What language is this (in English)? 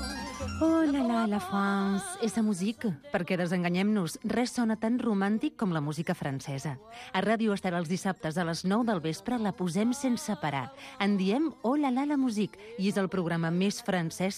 Catalan